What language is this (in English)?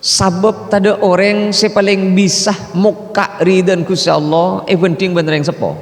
Madurese